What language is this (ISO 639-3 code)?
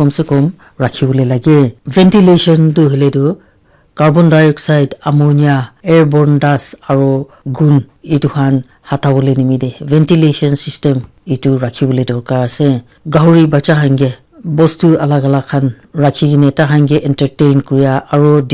nag